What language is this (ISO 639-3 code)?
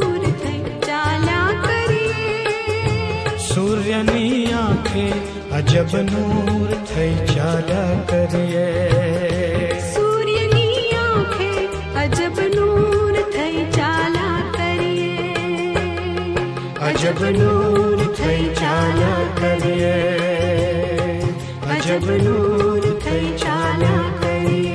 guj